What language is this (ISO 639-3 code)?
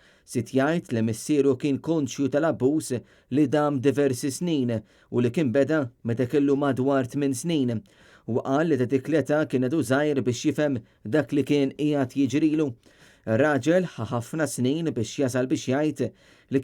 mlt